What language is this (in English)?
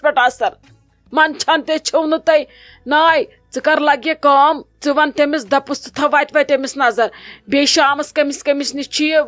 Kashmiri